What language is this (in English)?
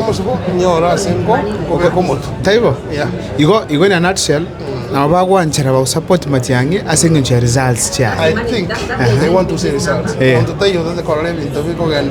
Gusii